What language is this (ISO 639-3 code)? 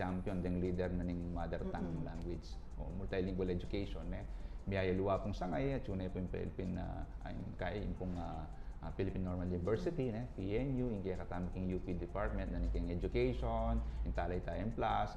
pam